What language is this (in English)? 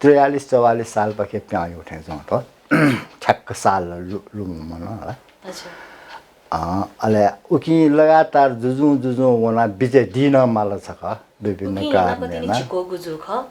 Newari